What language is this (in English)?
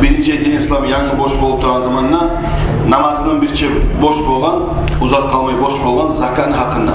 Kumyk